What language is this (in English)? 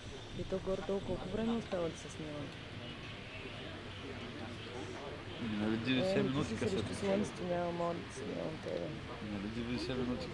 Bulgarian